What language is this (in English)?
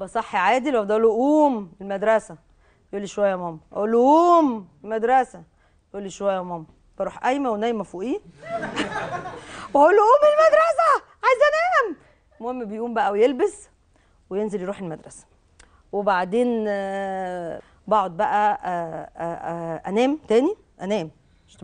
Egyptian Arabic